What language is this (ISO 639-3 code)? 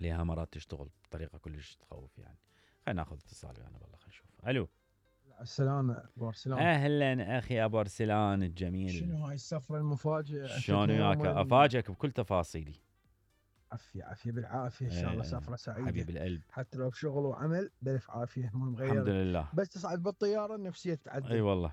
acm